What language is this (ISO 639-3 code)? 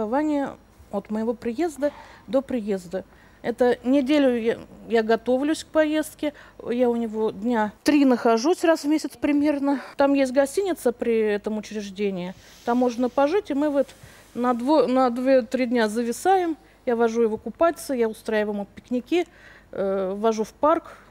rus